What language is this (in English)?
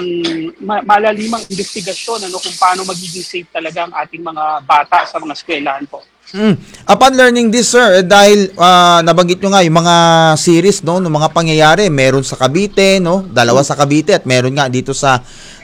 Filipino